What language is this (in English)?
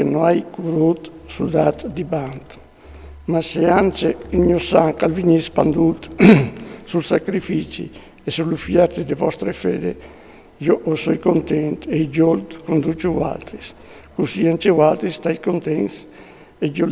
Friulian